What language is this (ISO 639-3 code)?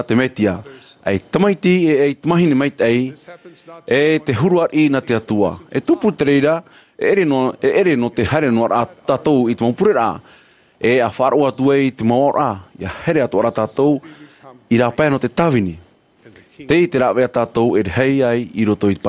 tah